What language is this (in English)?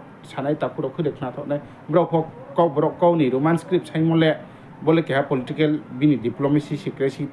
Riang (India)